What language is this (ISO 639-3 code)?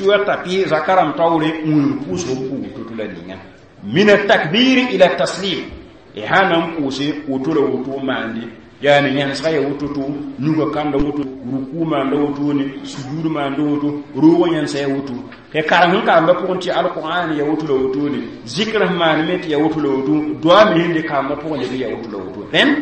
mos